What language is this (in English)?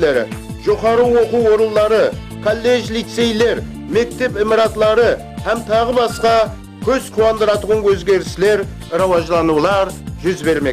Kara-Kalpak